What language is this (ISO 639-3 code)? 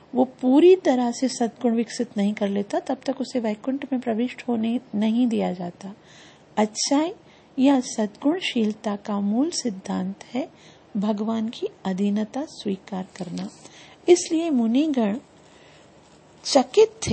hin